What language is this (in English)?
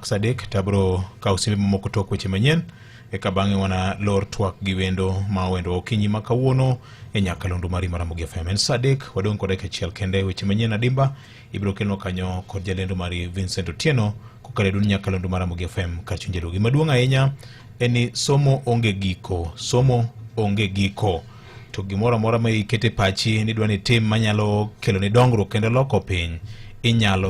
Luo (Kenya and Tanzania)